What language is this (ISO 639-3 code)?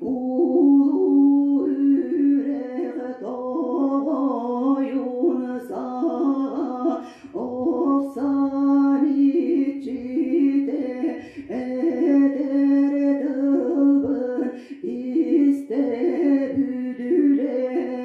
sah